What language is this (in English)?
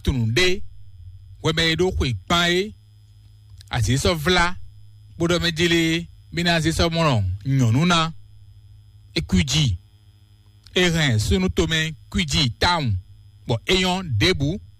Fon